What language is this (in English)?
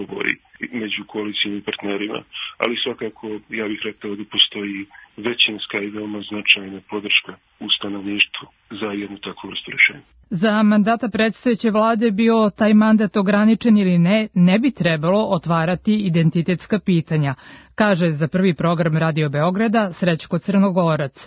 Serbian